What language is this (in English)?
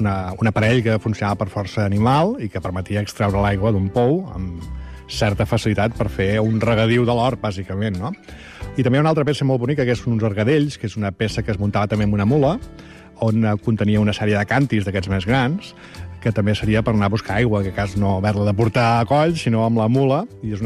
Catalan